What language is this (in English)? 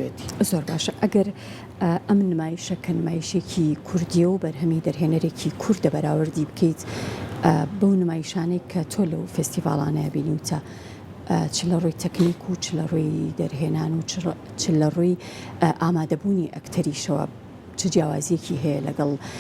Central Kurdish